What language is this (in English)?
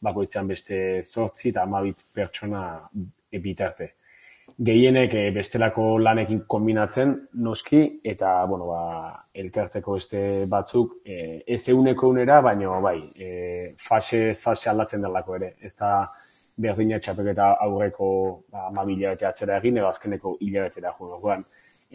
Basque